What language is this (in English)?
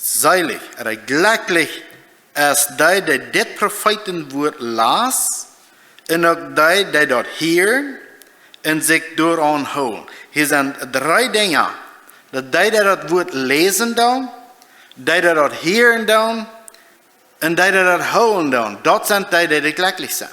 Plautdietsch